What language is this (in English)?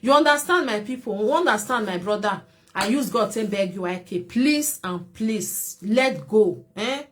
Nigerian Pidgin